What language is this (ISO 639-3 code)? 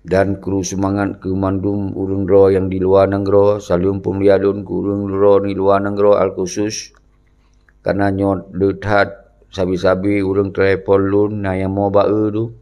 ace